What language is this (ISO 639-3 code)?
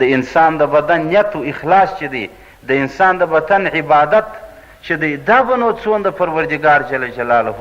pus